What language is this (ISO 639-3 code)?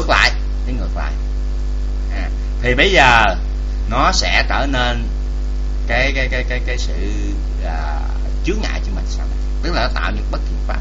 vie